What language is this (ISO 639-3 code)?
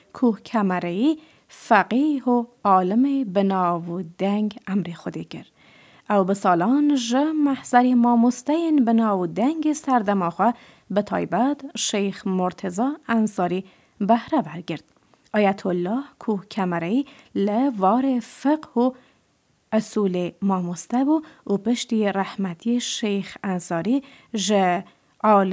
kur